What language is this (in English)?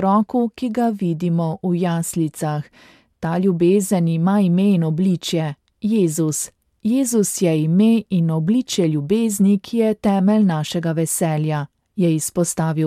Slovenian